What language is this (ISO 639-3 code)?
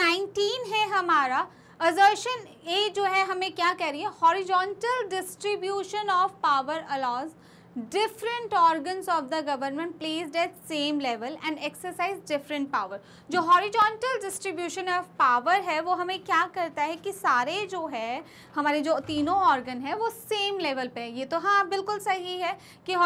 hin